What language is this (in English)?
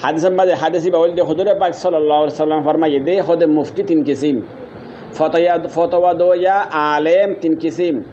Rohingya